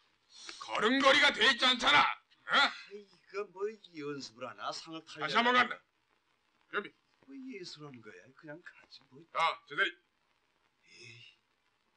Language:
Korean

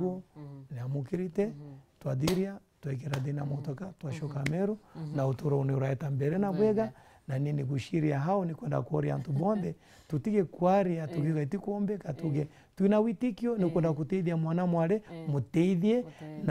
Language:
Meru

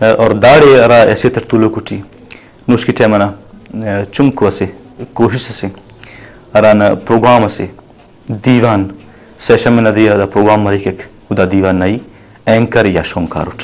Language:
Brahui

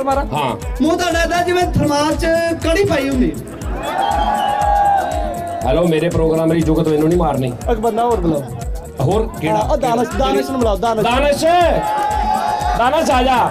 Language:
Punjabi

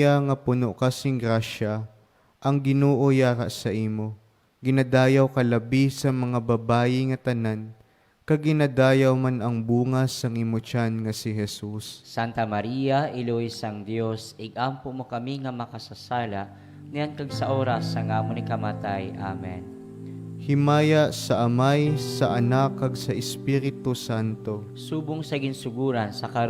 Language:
Hiligaynon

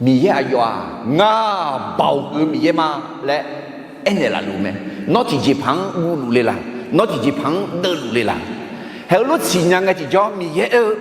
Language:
Akha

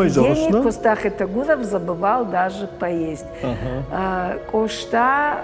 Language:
Ossetic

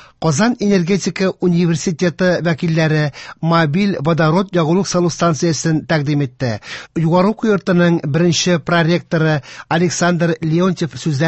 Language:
Tatar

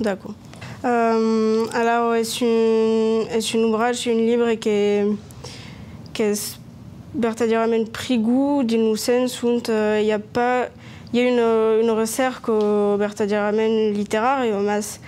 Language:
Occitan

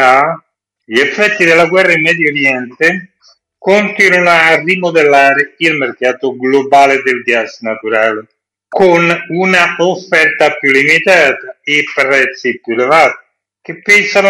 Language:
Italian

